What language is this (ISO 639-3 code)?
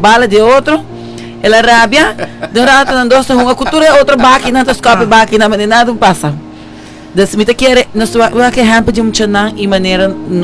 pap